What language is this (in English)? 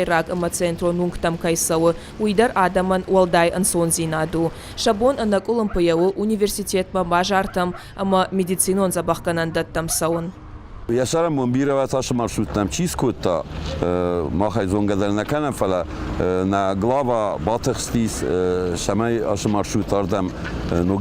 Ossetic